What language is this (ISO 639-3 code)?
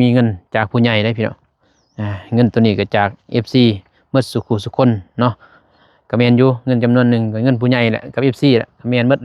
lao